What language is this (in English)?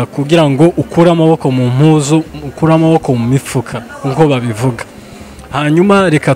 Kinyarwanda